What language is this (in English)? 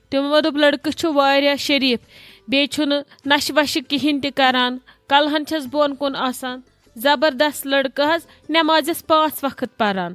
Kashmiri